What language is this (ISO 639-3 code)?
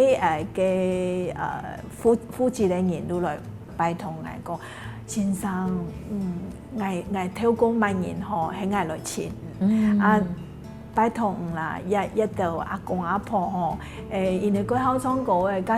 hak